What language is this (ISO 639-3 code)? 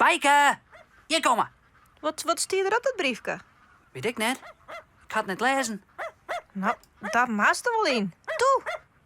fry